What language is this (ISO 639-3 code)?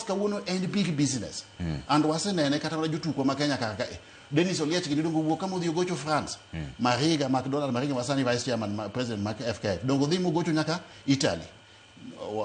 luo